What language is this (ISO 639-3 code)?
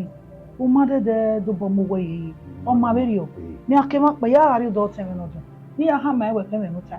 bin